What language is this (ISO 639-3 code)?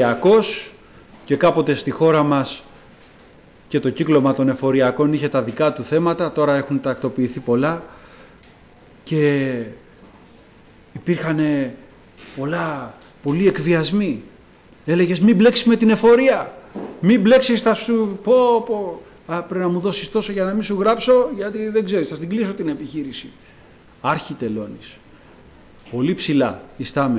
ell